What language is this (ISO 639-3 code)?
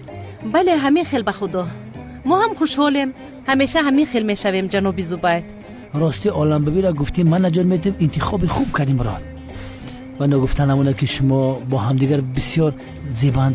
tgk